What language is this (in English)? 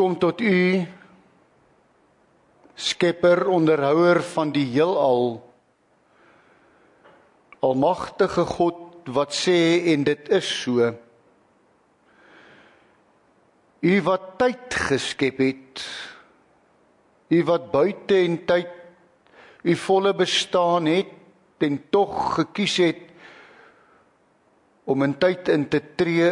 Afrikaans